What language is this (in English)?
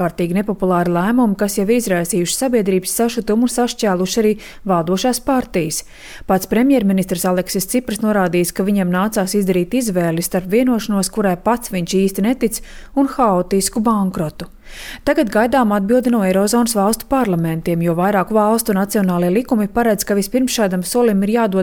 Latvian